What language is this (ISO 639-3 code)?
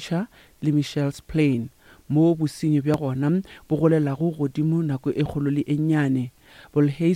nso